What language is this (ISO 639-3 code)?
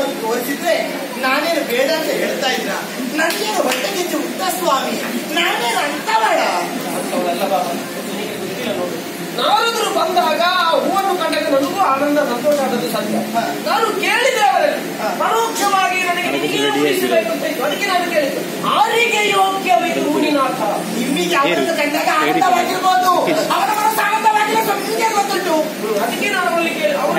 kan